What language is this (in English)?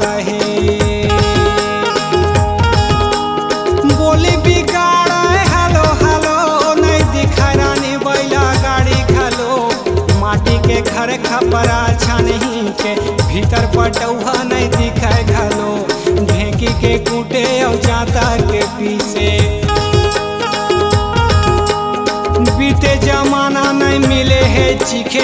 Chhattisgarhi